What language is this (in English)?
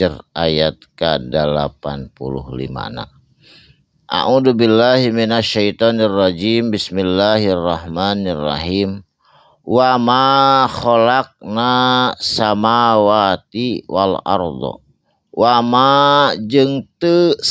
Sundanese